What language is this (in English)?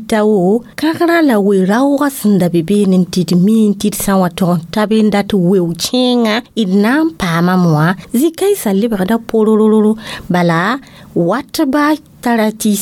Mossi